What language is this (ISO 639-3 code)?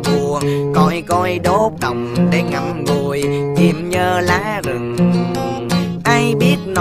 vie